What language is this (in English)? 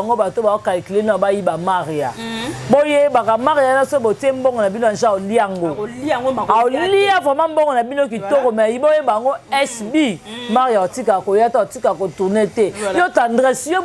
Lingala